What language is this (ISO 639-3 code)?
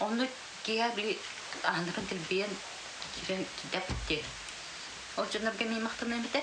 sah